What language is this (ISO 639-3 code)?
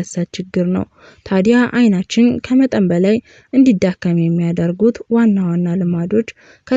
amh